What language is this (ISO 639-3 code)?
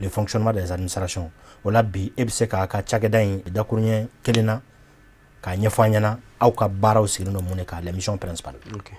bam